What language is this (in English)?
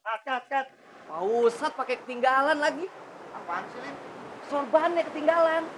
Betawi